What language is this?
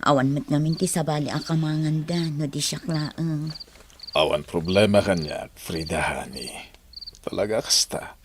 Iloko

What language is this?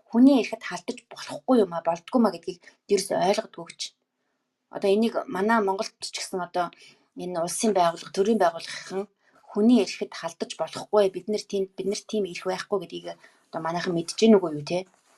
Mongolian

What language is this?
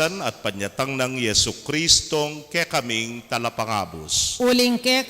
Pampanga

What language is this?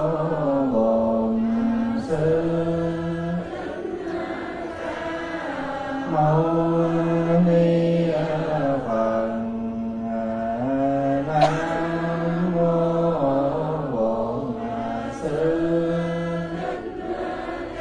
Vietnamese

